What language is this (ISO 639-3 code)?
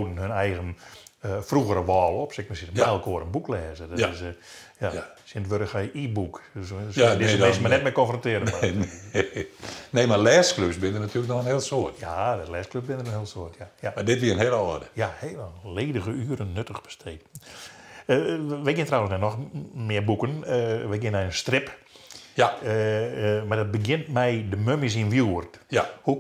fry